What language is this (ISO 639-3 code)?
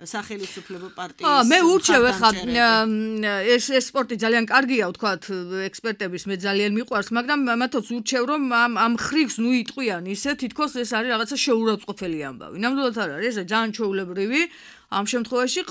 kat